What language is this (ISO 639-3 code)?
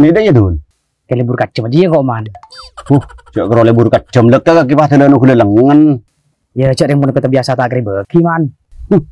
mad